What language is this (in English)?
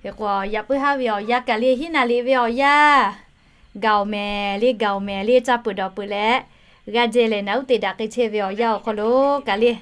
Lahu